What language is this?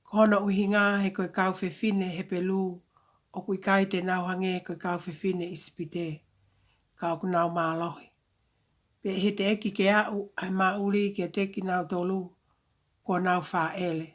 Tongan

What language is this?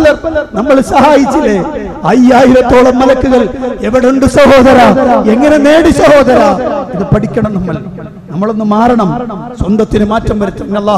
Malayalam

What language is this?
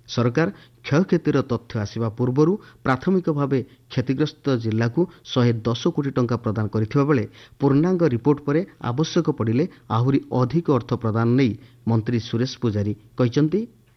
Odia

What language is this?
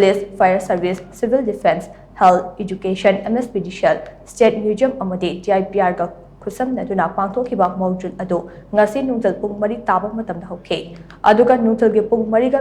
Manipuri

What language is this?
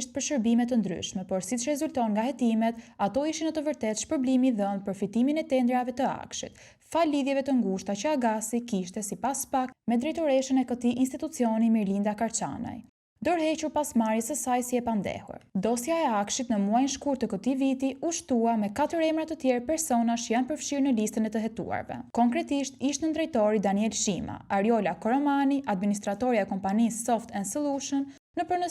Albanian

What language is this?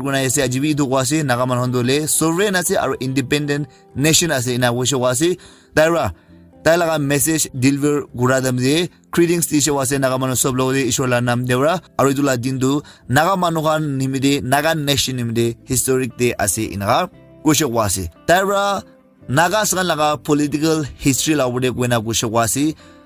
Naga Pidgin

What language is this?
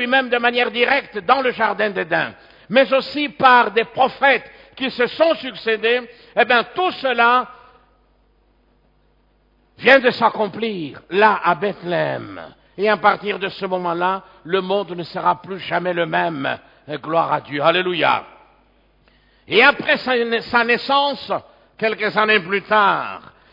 French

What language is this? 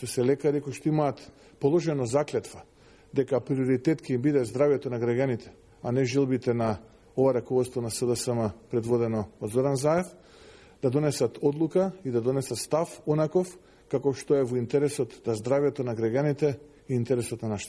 Macedonian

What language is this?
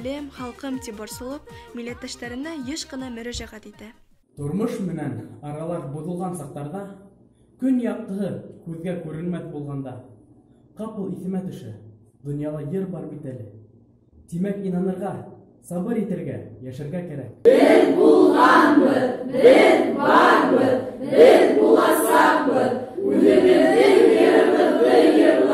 Bashkir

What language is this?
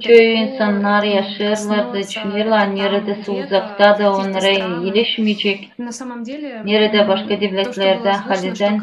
Gagauz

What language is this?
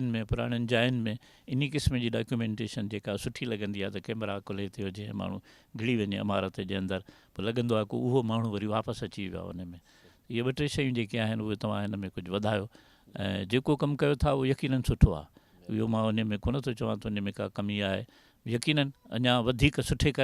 Sindhi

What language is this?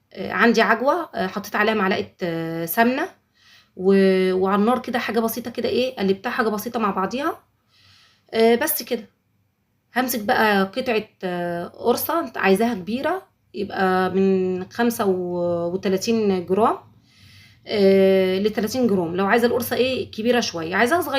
Egyptian Arabic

